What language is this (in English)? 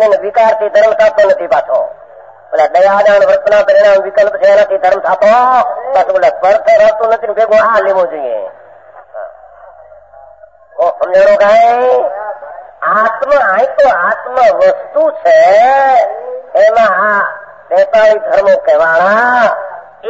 Gujarati